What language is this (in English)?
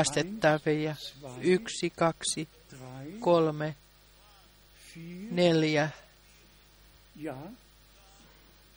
Finnish